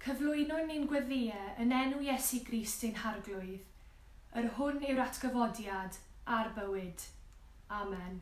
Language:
Welsh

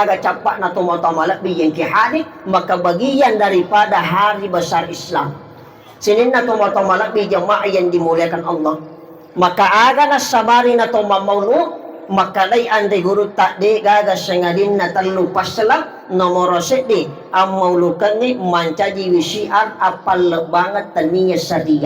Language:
Buginese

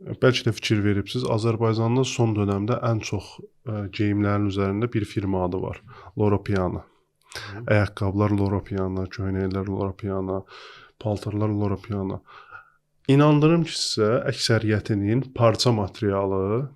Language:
Azerbaijani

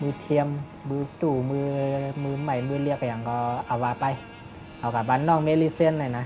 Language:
Shan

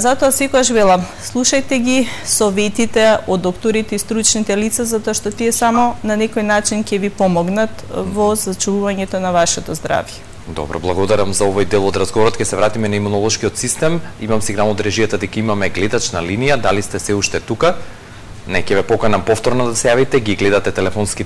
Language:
Macedonian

